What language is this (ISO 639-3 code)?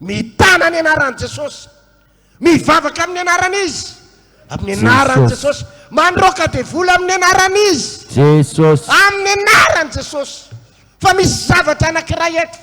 mlg